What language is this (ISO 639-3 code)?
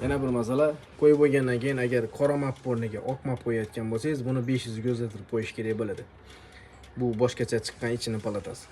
uzb